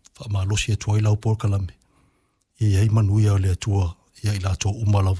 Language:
Samoan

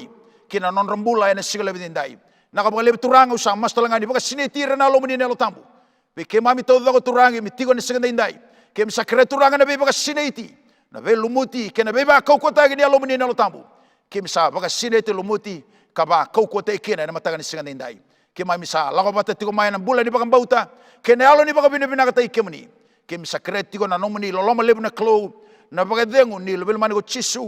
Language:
Fijian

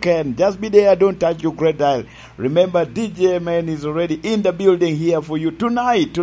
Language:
Lango (Uganda)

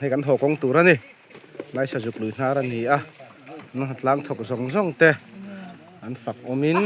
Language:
Mizo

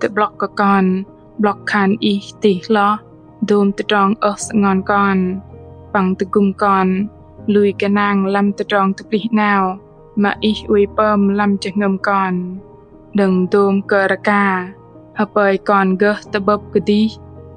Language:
Bahnar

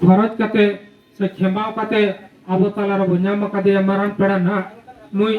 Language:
Santali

